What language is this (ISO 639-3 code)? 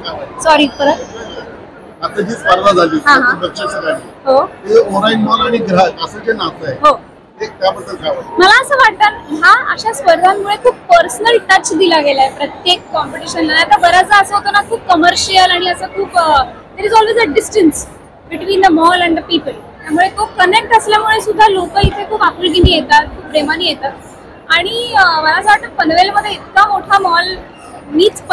mar